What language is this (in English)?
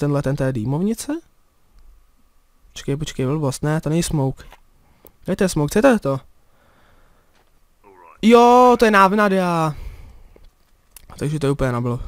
Czech